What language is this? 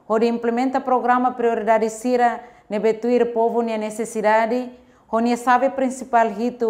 Tetum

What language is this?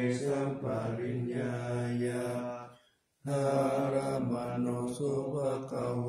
Pali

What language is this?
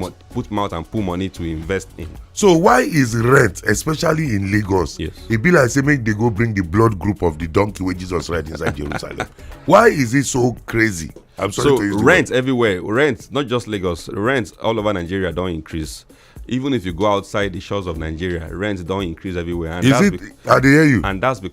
Nigerian Pidgin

